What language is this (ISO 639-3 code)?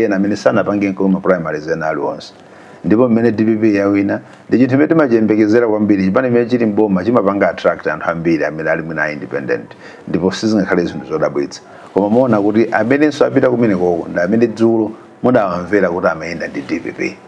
nya